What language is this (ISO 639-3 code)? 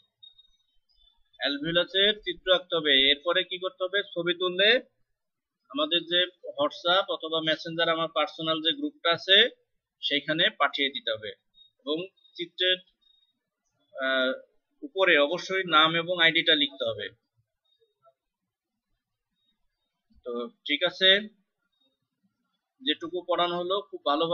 ben